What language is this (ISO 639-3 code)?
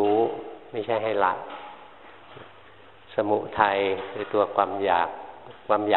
tha